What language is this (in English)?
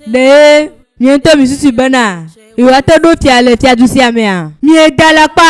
Ewe